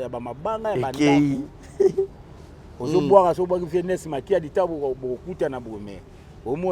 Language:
Lingala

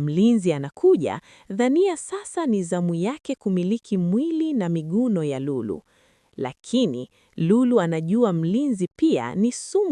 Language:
Swahili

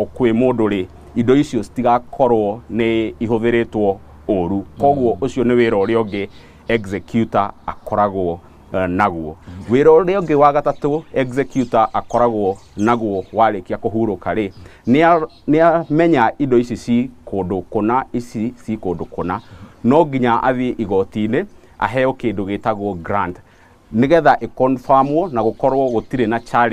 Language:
Kikuyu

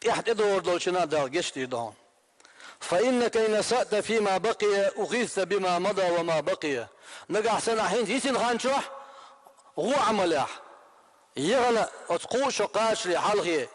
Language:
Chechen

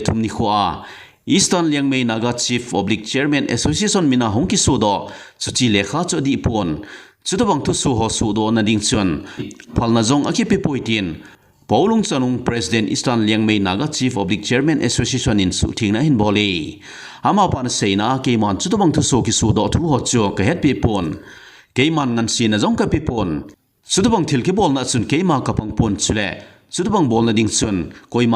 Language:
Thado Chin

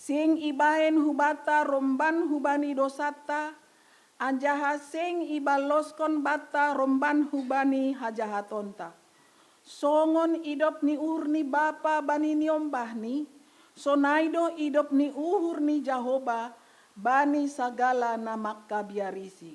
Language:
Batak Simalungun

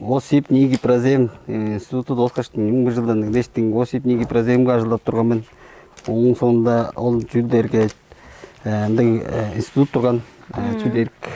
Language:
Tuvinian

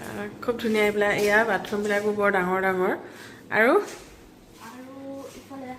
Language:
Assamese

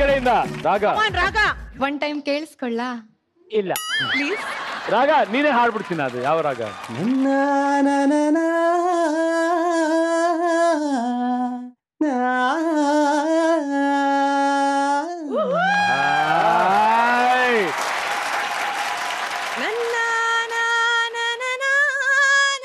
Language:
Kannada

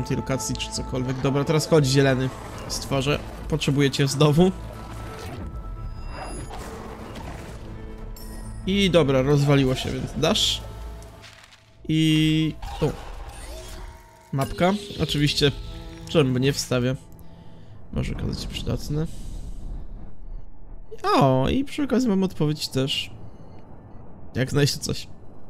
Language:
Polish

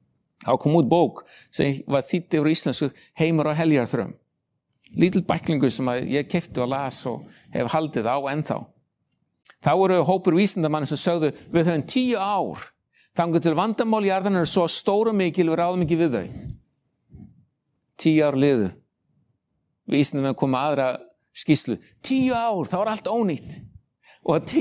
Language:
Icelandic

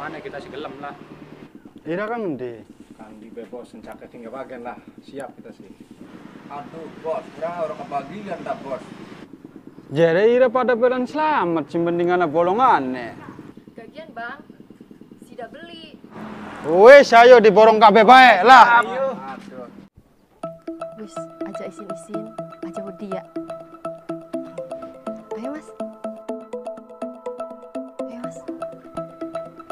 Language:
Javanese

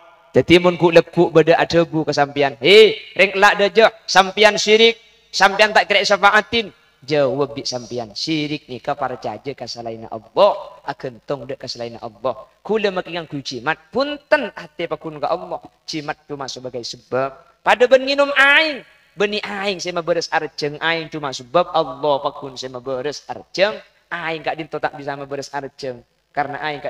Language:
Madurese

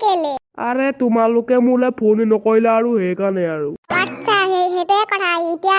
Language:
Assamese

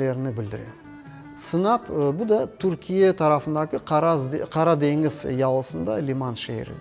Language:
Crimean Tatar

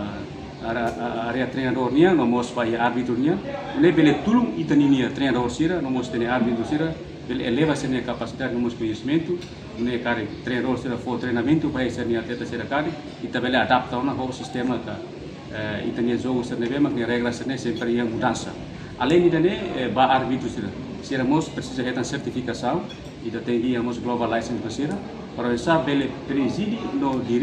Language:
Tetum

